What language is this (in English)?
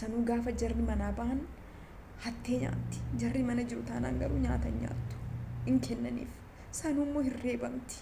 Oromo